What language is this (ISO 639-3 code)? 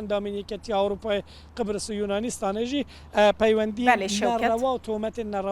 kur